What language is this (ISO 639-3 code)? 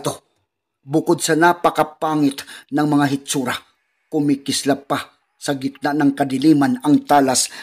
fil